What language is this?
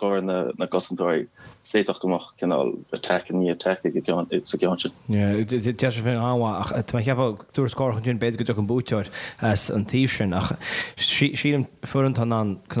Irish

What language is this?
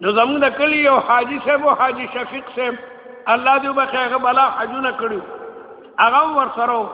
Pashto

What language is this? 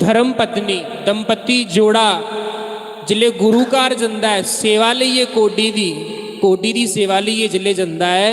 Dogri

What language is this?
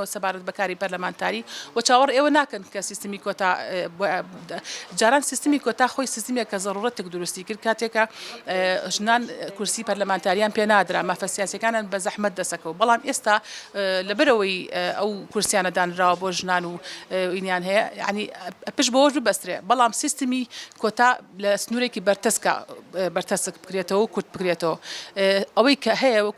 Central Kurdish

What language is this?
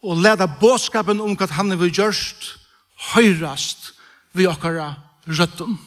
Faroese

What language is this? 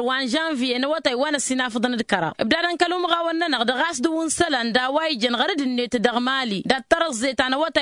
Tamasheq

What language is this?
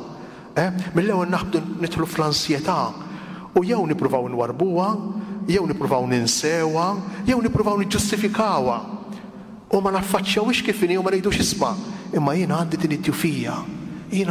Maltese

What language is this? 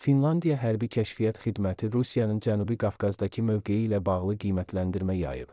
Azerbaijani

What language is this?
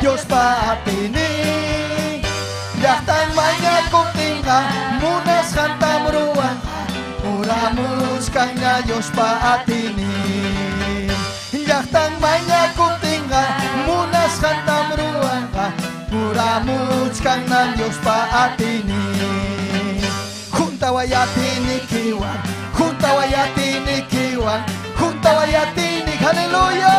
Ayacucho Quechua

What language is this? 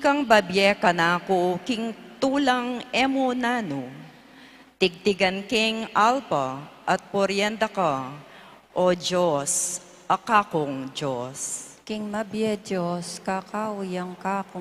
Pampanga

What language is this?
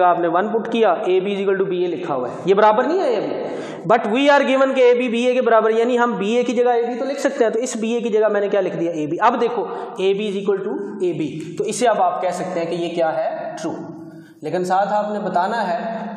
Hindi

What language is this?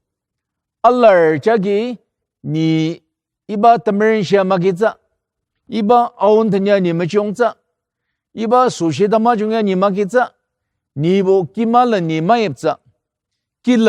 Ao Naga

